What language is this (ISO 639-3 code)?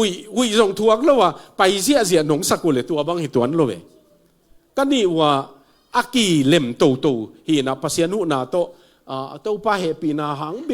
ctd